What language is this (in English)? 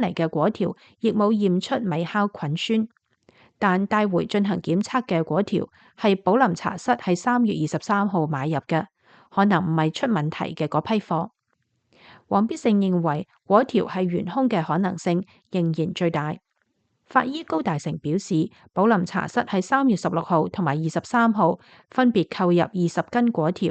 Cantonese